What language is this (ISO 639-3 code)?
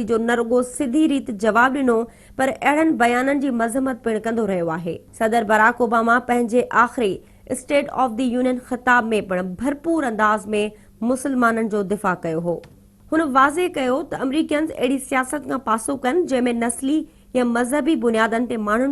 snd